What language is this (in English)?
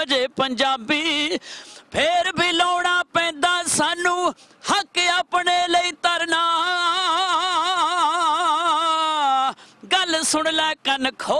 Punjabi